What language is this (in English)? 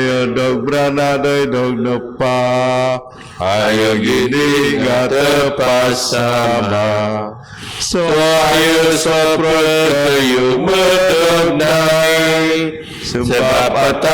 Biatah Bidayuh